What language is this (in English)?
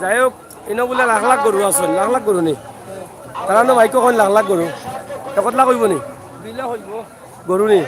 Sylheti